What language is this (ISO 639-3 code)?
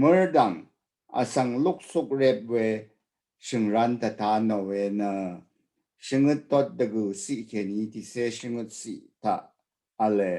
raw